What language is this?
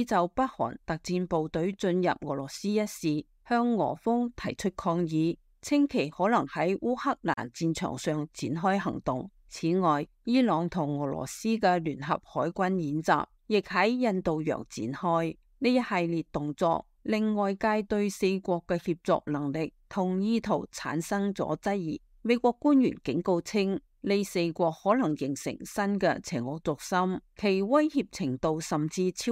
Cantonese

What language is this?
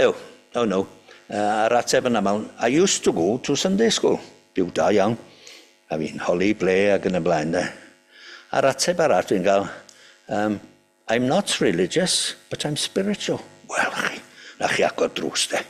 Welsh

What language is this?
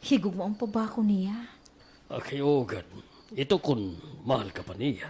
Waray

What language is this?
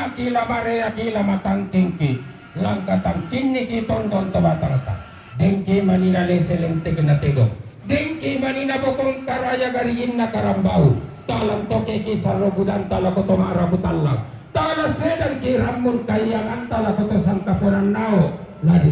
Toraja-Sa'dan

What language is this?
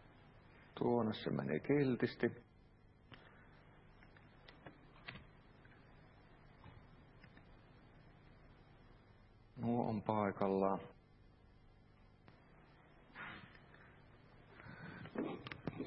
Finnish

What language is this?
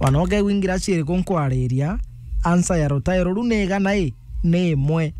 Meru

